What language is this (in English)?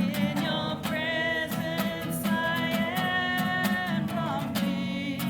Māori